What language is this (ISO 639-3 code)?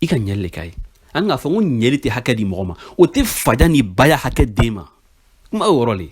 bam